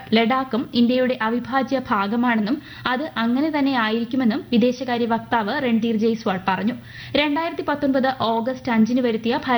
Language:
Malayalam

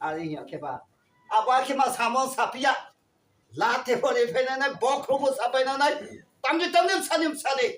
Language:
Riang (India)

